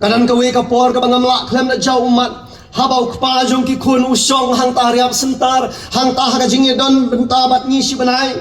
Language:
Khasi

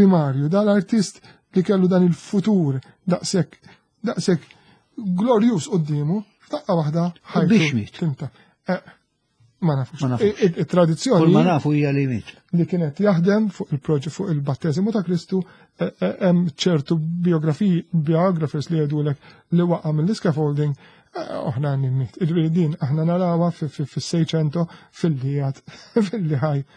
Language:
Maltese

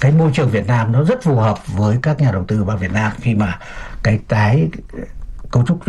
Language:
Vietnamese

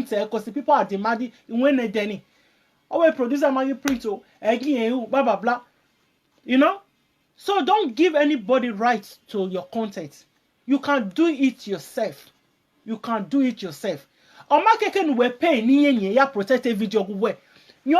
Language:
Nigerian Pidgin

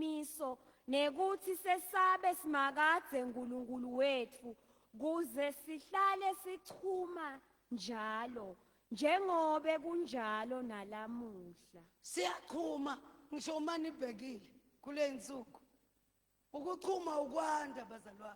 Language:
Zulu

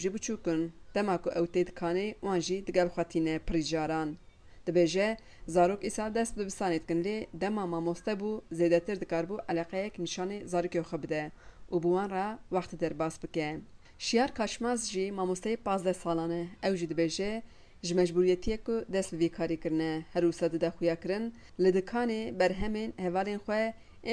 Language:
Kurdish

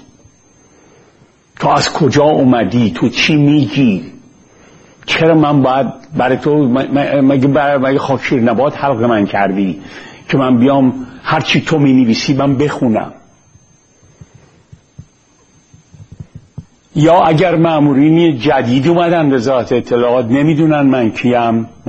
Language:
Persian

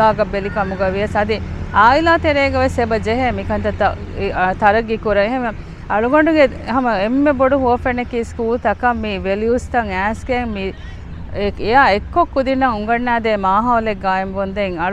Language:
Divehi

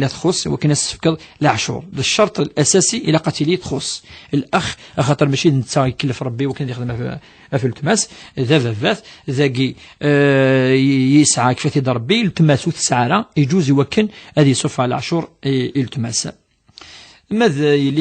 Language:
Kabyle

